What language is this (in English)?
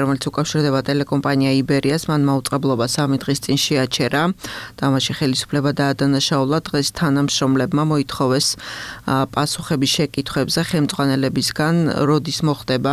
Georgian